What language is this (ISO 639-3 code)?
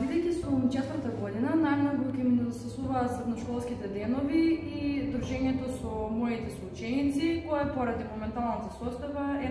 mkd